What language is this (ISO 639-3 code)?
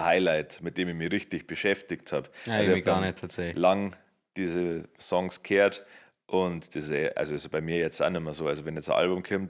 bar